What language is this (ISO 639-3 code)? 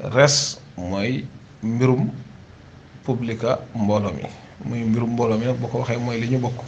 wol